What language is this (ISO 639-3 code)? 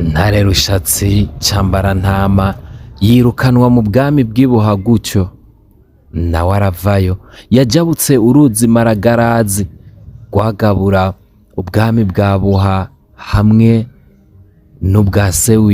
run